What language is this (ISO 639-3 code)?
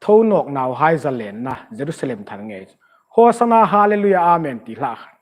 hmr